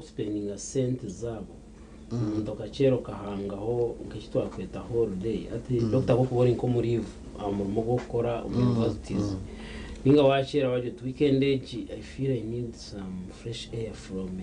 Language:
Nyankole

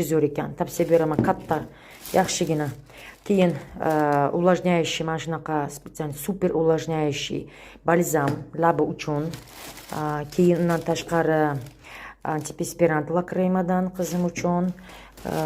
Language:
Uzbek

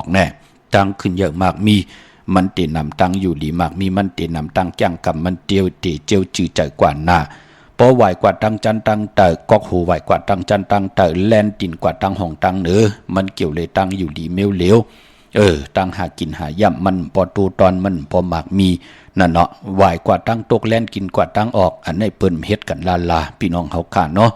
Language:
Shan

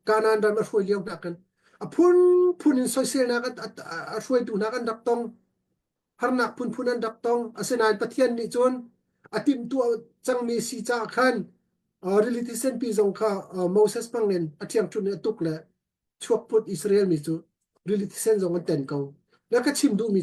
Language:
Hakha Chin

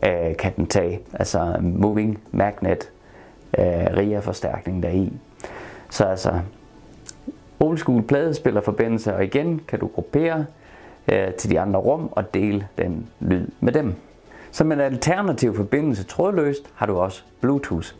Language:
Danish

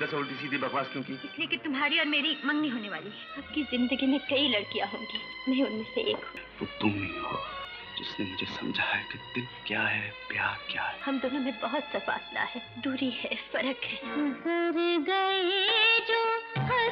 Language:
Konkani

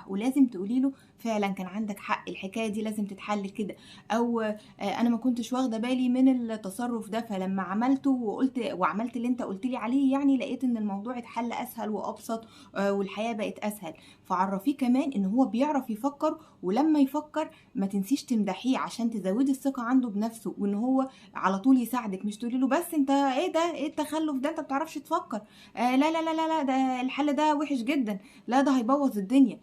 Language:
Egyptian Arabic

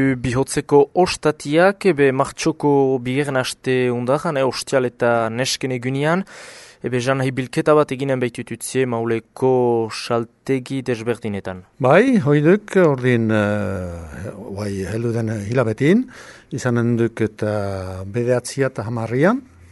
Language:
Basque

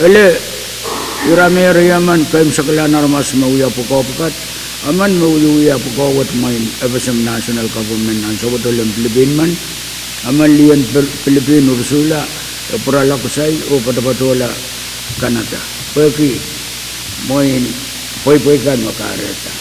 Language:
Pohnpeian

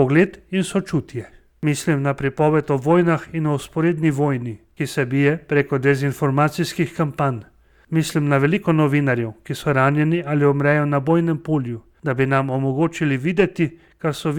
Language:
Slovenian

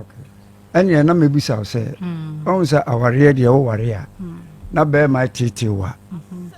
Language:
Akan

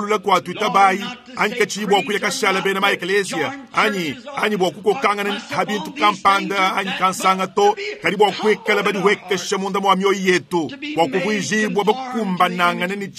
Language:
Luba-Lulua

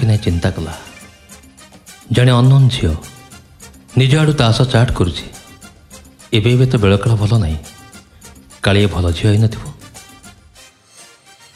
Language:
Odia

